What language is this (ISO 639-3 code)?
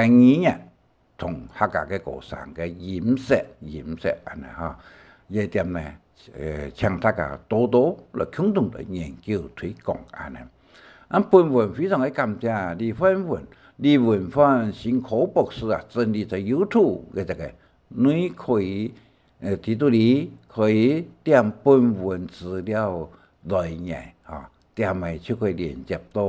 hak